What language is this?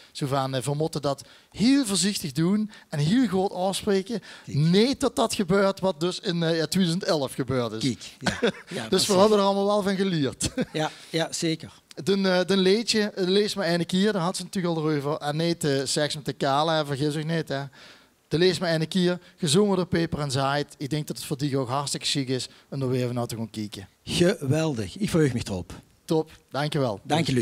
Limburgish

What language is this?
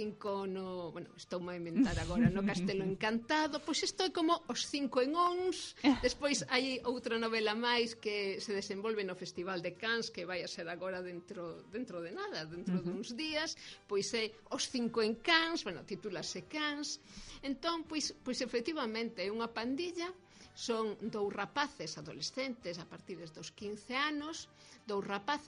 Galician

